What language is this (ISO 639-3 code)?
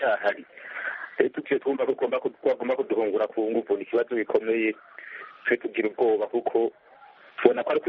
kin